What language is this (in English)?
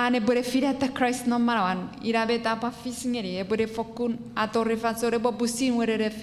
Chuukese